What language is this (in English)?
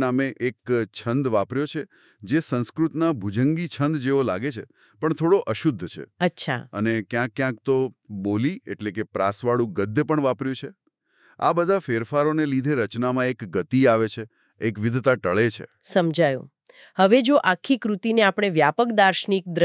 Gujarati